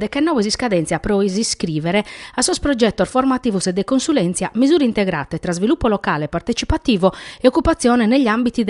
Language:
Sardinian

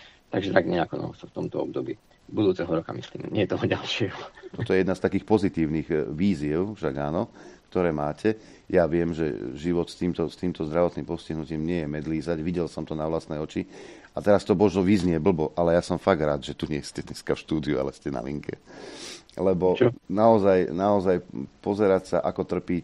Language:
Slovak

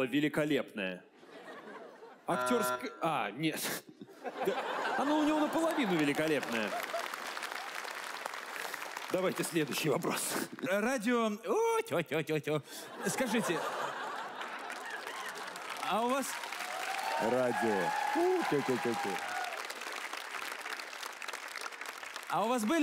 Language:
Russian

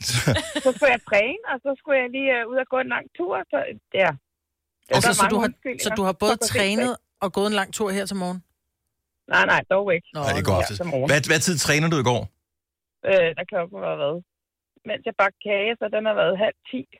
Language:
Danish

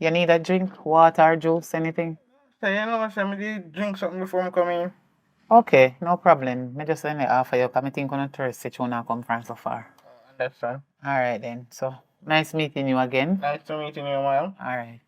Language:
Jamaican Creole English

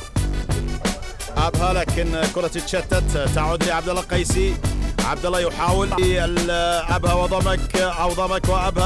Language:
Arabic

